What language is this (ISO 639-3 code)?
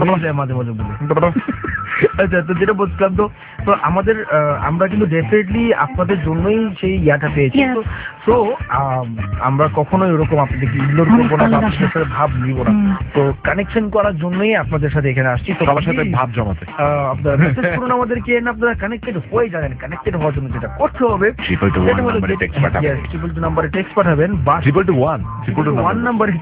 ben